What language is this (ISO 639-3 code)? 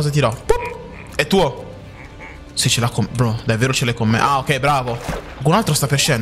ita